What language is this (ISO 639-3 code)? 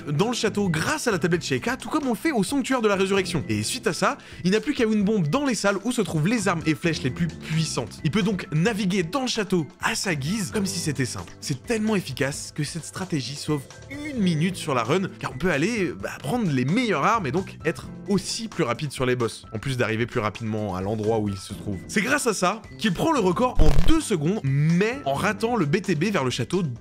fra